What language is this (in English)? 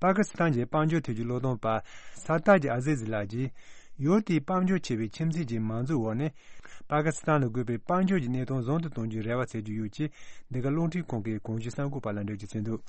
Tibetan